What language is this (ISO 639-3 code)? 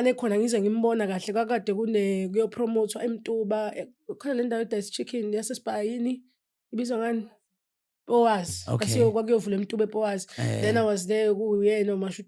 zul